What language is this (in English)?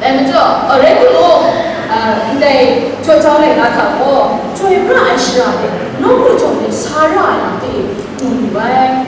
Kachin